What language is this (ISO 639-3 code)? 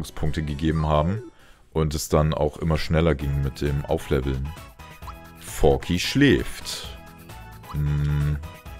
deu